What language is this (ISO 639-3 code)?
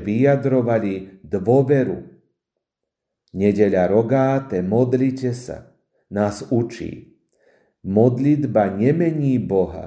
slk